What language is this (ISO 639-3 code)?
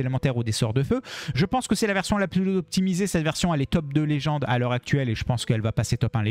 fra